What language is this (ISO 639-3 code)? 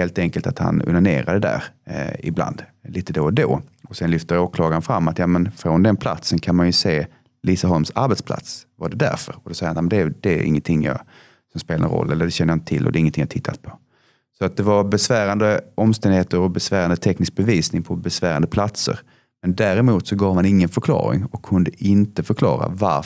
swe